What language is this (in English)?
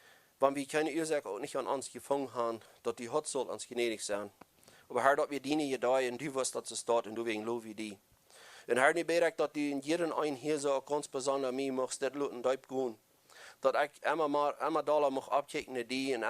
Plautdietsch